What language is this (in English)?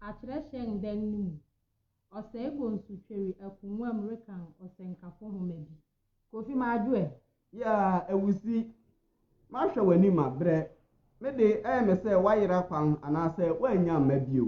Akan